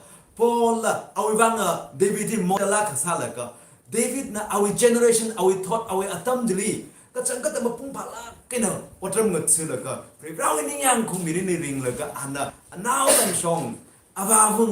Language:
Tangkhul Naga (India)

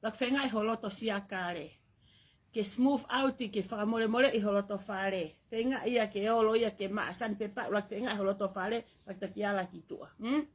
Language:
Tongan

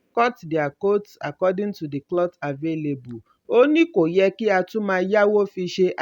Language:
Yoruba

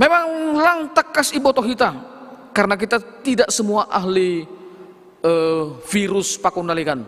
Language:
Batak Simalungun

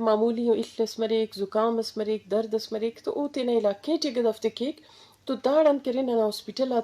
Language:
Eastern Balochi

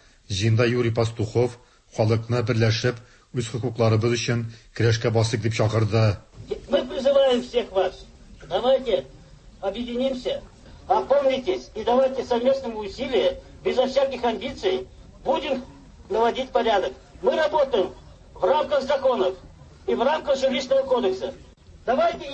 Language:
Tatar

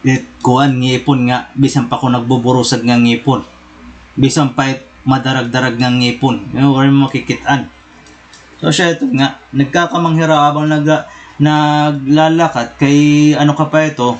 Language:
Waray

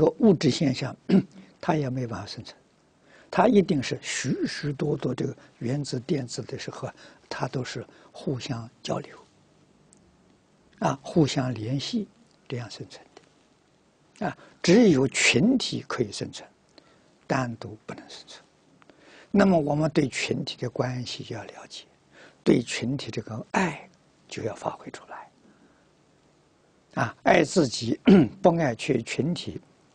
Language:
Chinese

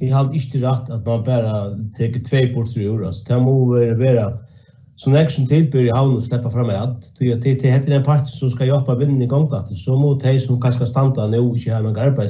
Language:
Faroese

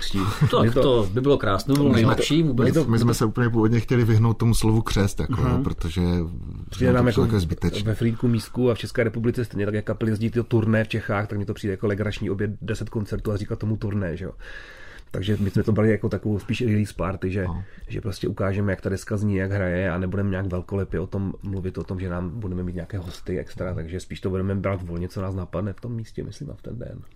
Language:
Czech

